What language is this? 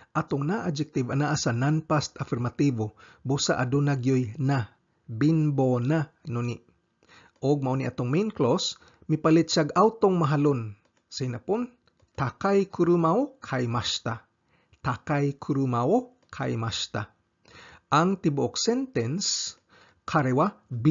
Cebuano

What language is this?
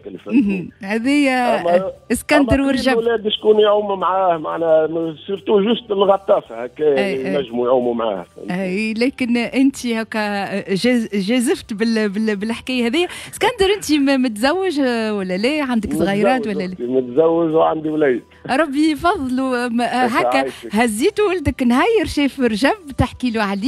Tunisian Arabic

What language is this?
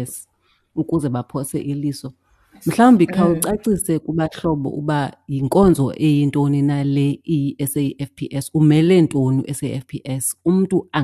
Xhosa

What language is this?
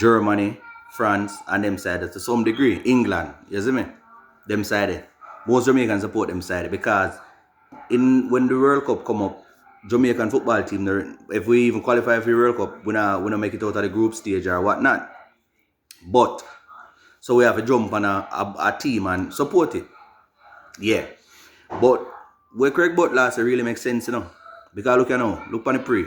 Jamaican Creole English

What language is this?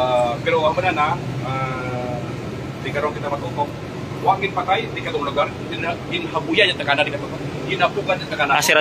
Hiligaynon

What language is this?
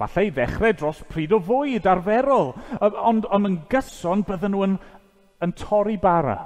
Welsh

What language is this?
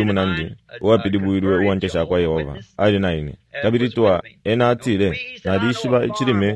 Bemba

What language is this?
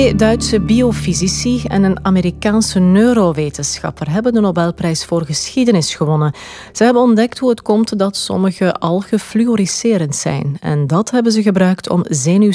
Dutch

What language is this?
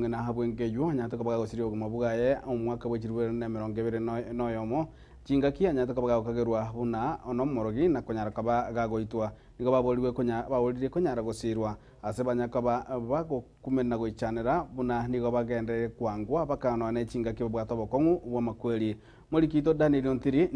Gusii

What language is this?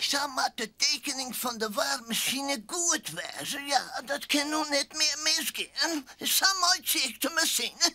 Western Frisian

